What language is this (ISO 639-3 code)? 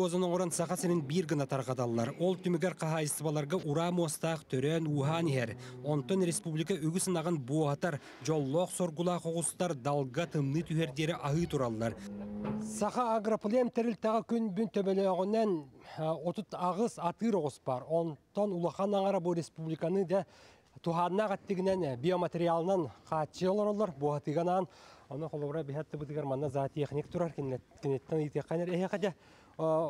sah